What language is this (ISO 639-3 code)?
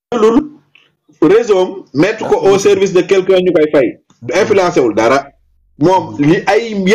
wol